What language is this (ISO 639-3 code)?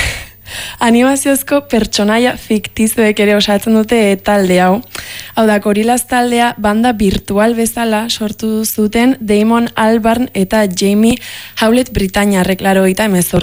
eus